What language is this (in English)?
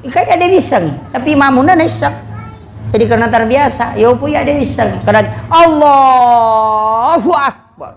Buginese